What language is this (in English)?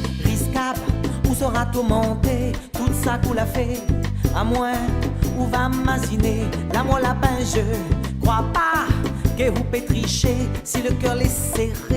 Réunion Creole French